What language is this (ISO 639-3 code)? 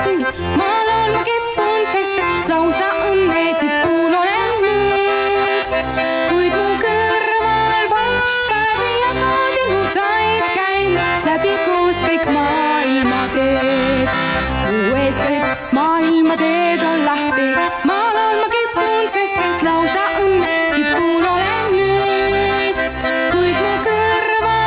est